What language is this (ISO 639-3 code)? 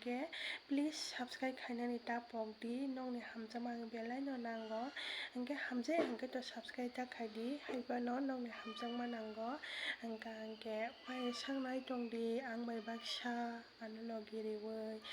trp